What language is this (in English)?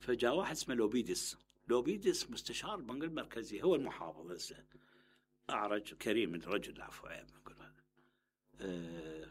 Mesopotamian Arabic